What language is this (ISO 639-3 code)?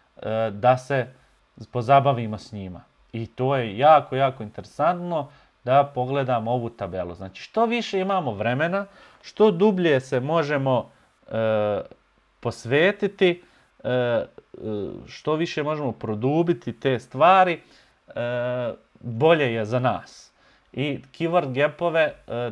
bos